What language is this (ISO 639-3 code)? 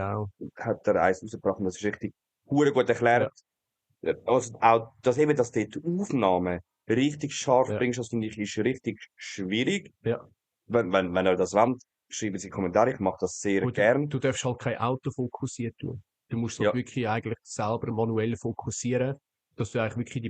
gsw